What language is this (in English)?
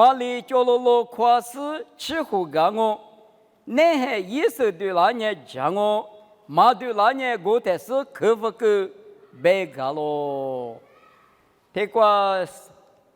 Lisu